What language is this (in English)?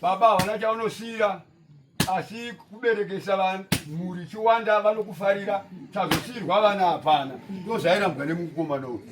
Shona